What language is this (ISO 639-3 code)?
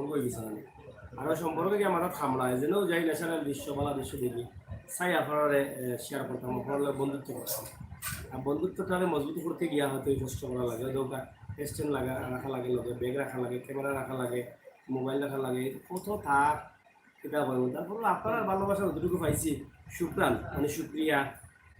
syl